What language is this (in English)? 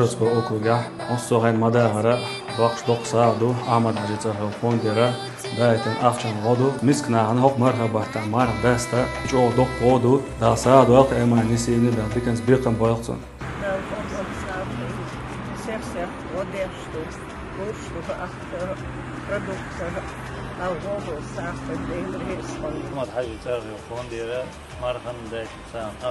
Chechen